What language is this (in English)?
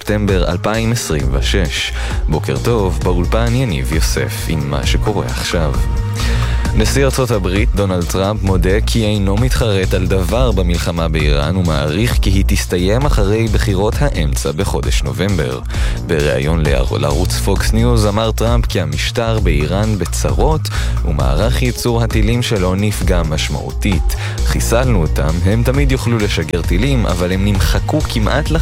Hebrew